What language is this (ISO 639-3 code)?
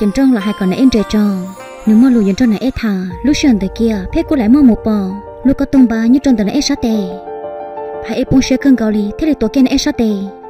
vie